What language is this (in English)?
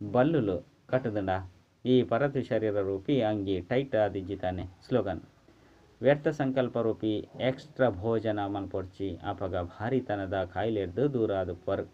Tulu